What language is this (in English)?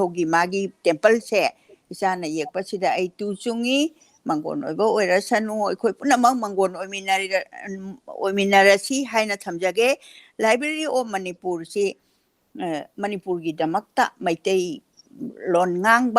Manipuri